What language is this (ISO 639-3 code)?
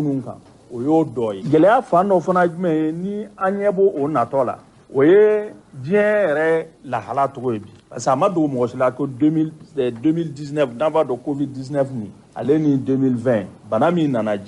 bam